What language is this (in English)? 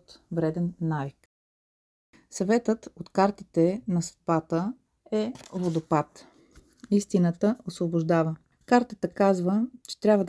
Bulgarian